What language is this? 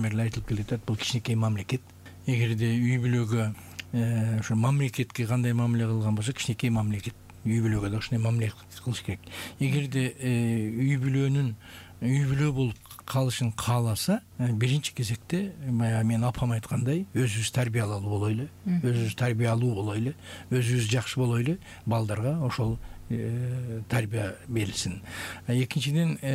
Kyrgyz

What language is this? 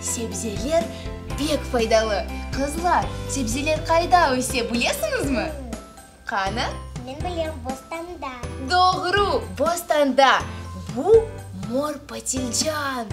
Crimean Tatar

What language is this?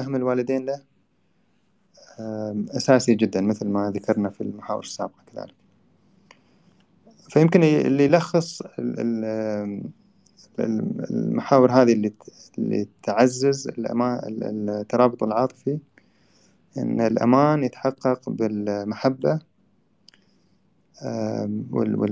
Arabic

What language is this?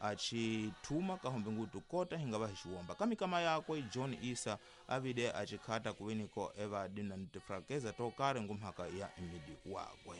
Tsonga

